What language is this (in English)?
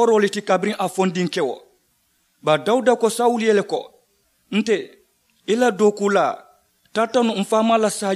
Mandingo